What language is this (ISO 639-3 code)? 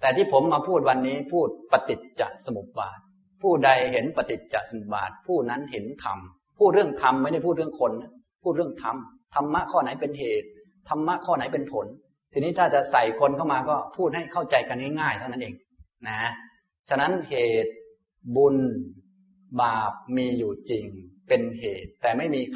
tha